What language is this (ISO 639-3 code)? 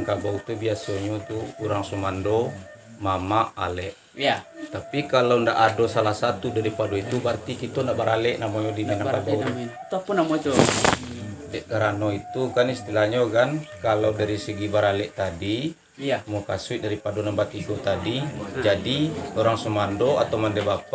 min